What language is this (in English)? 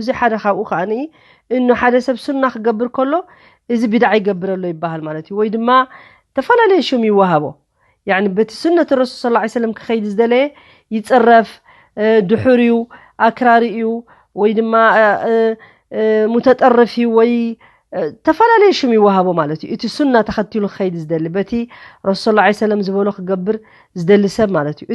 Tigrinya